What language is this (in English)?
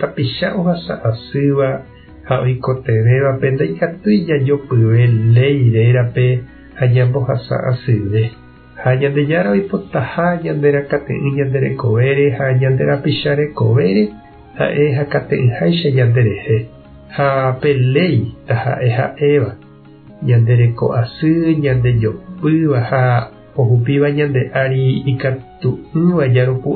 Guarani